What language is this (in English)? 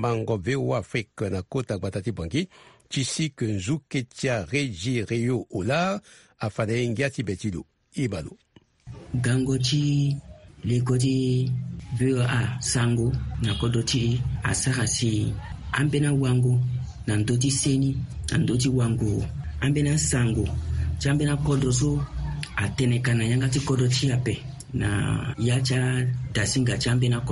Sango